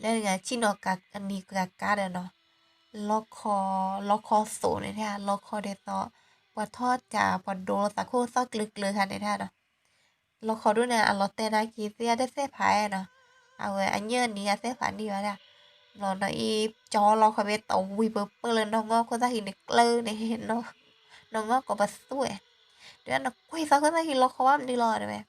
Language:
S'gaw Karen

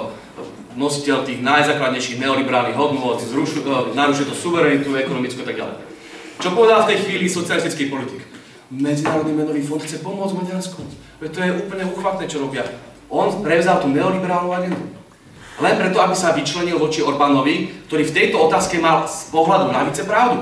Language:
Slovak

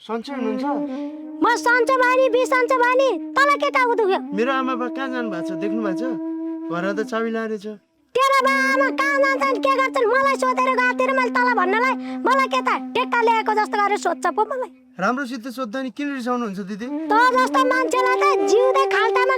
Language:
Nepali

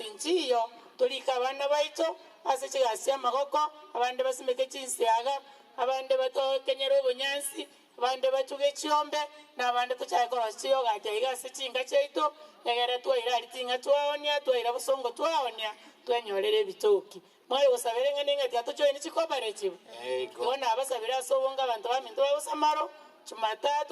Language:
Gusii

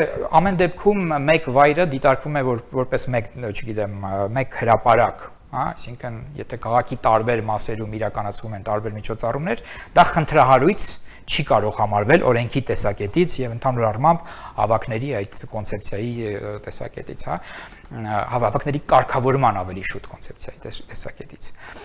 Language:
Armenian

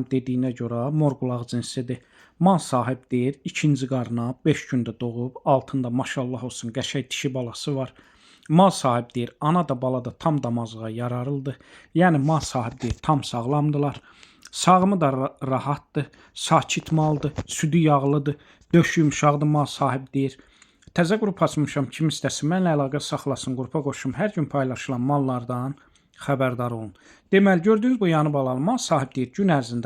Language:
Azerbaijani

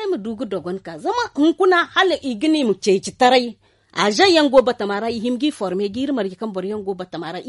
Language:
Zarma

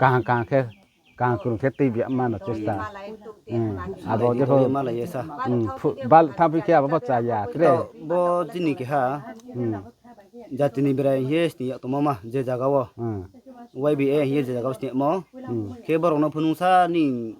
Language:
Riang (India)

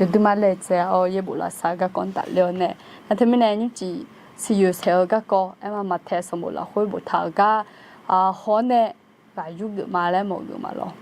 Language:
Akha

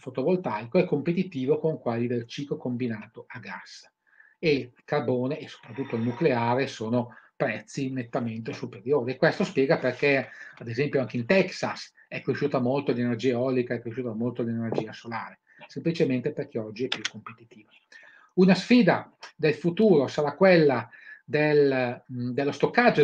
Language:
Italian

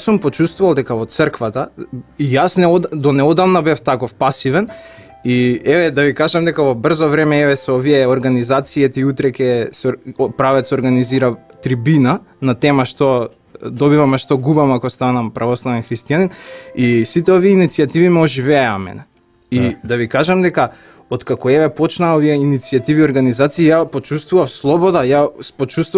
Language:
Macedonian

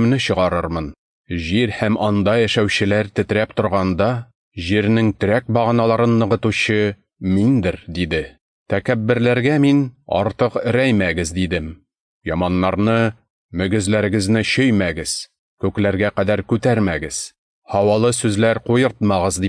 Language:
Tatar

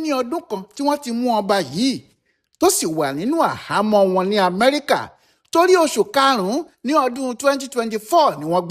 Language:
Yoruba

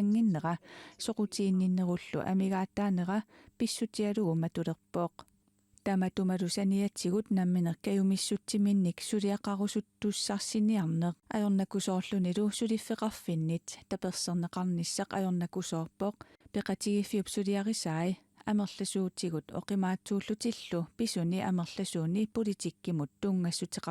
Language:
Kalaallisut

